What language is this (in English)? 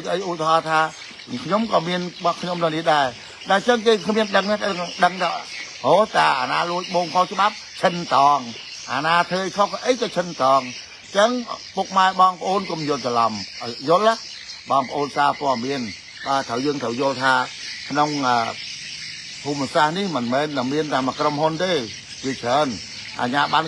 Khmer